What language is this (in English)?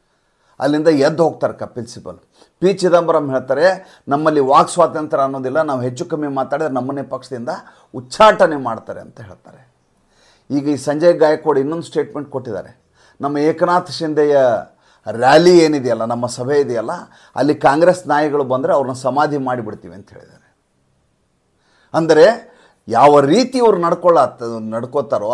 Kannada